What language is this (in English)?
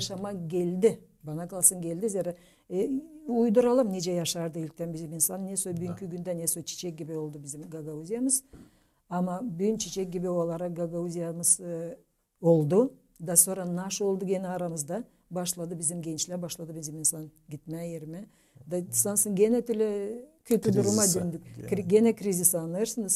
Gagauz